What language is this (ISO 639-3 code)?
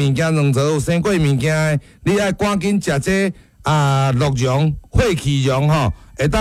nan